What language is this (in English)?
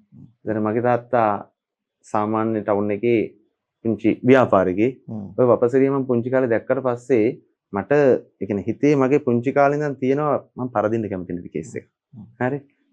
Sinhala